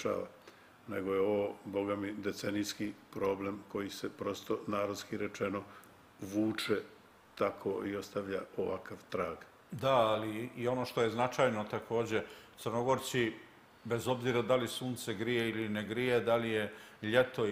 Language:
Serbian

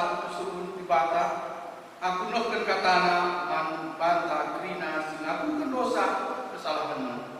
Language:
Batak Karo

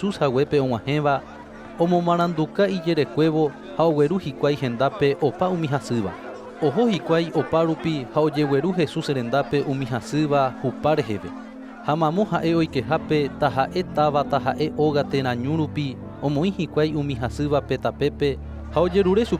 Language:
Guarani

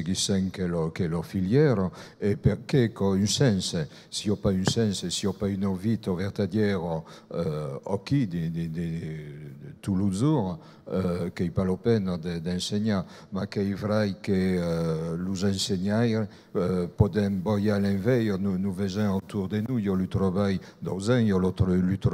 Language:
Occitan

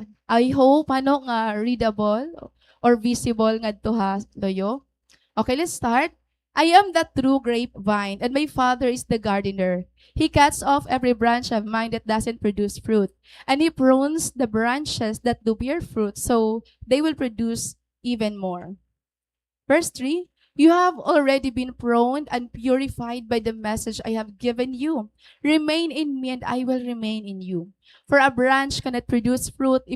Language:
Waray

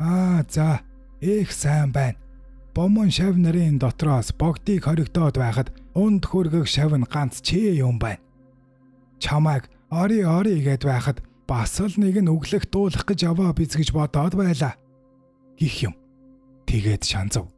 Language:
Mongolian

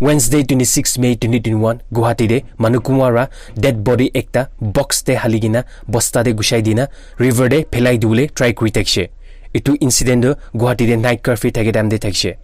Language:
Naga Pidgin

